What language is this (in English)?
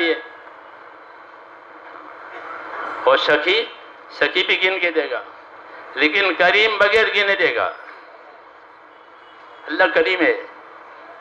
Urdu